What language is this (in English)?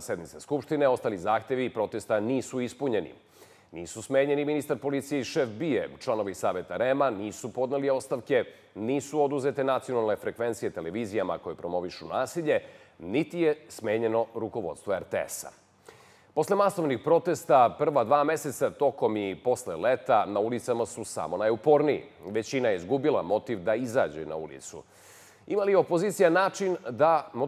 Serbian